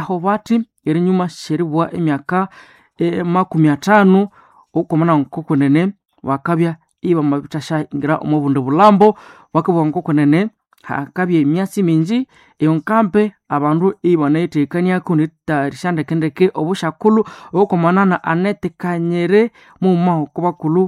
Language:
Nande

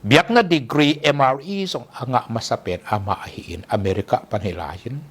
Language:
Tedim Chin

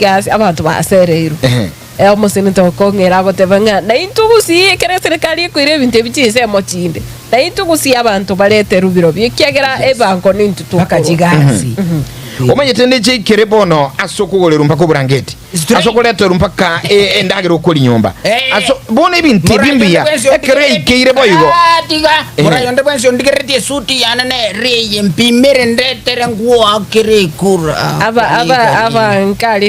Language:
Gusii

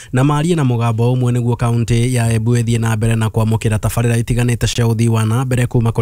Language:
Kikuyu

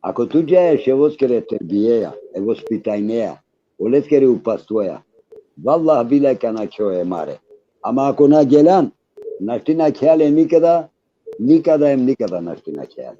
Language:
Balkan Romani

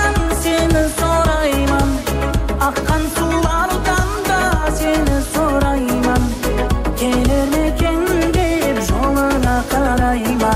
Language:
Kara-Kalpak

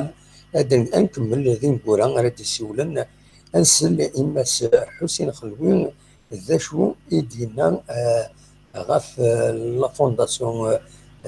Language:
Kabyle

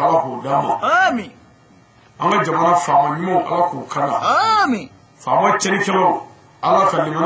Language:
Bambara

